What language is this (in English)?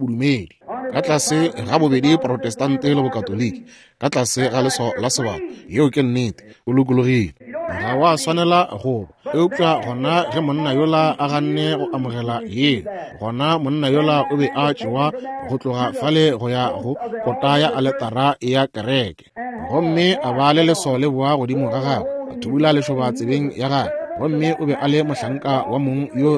Northern Sotho